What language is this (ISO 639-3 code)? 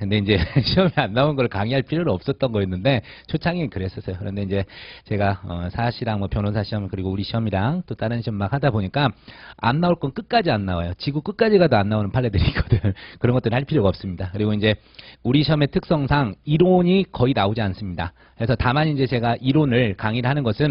kor